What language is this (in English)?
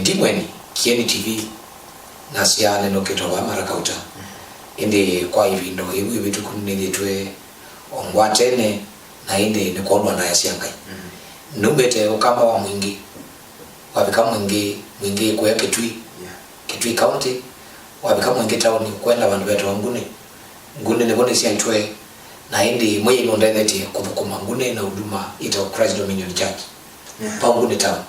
Kamba